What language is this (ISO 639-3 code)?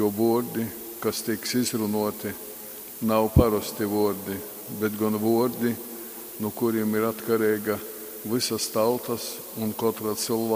ltg